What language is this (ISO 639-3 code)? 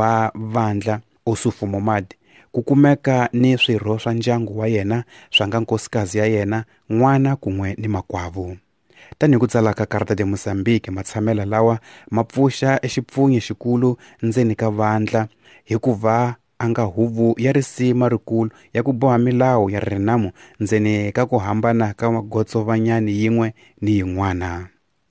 tso